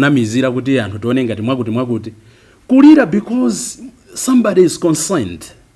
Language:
Nyanja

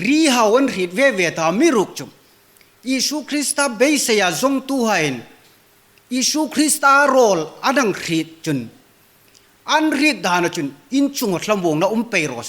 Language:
Hmar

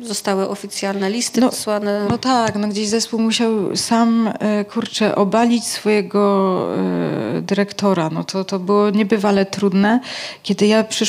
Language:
Polish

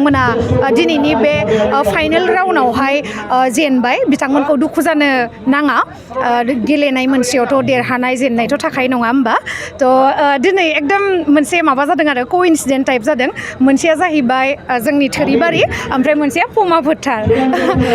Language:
Bodo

